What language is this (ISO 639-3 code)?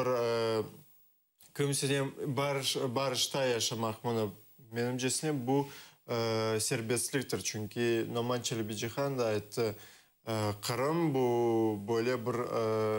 crh